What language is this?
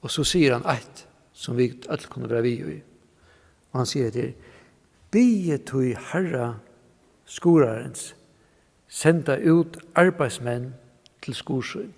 Faroese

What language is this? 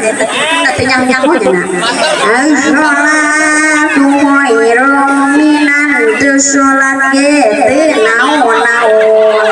Sundanese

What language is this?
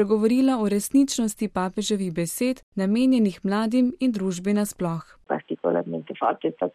Slovenian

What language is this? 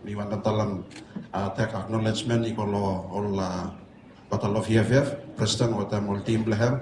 Bislama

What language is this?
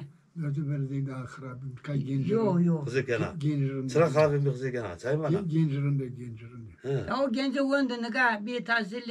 Zaza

